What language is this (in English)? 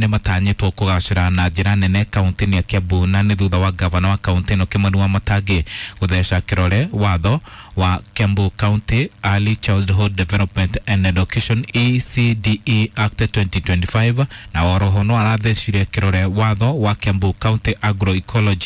Kikuyu